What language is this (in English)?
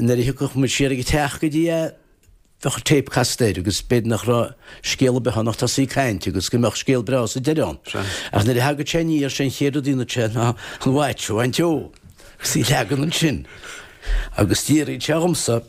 Irish